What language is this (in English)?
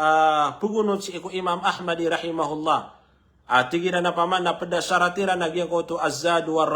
Maranao